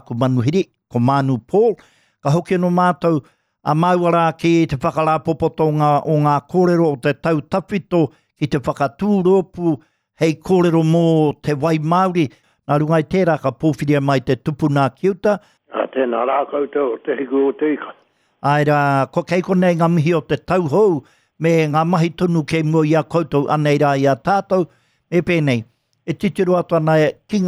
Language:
Māori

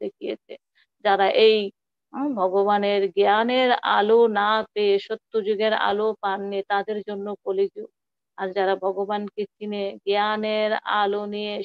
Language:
Bangla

